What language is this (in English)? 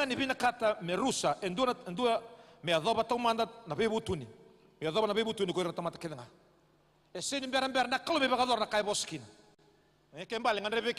Fijian